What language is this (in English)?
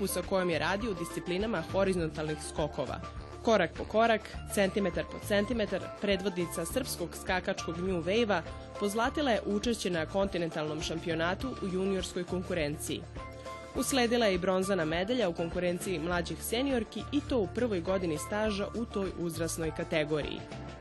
Serbian